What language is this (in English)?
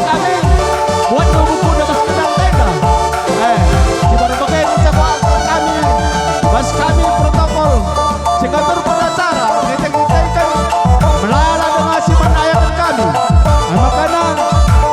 Batak Karo